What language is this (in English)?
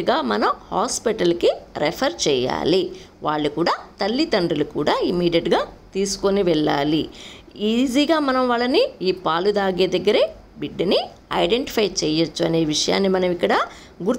Telugu